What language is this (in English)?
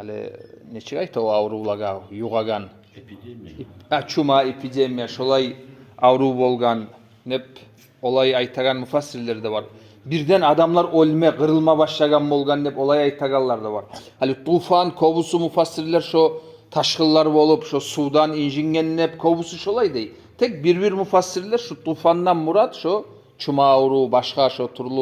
Kumyk